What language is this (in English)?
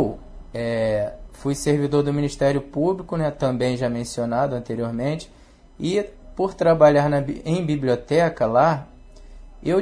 Portuguese